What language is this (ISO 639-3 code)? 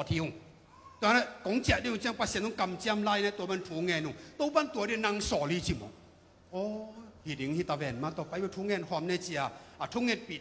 ctd